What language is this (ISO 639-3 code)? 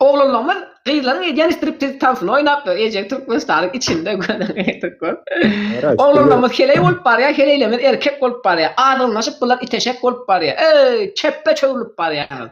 tuk